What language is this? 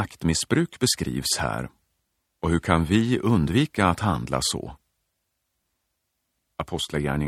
Swedish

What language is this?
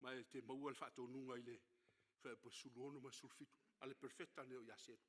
Samoan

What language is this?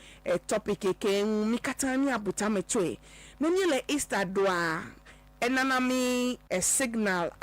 Ewe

